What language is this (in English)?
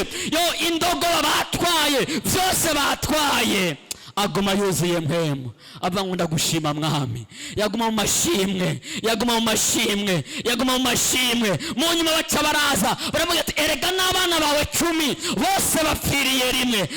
Rundi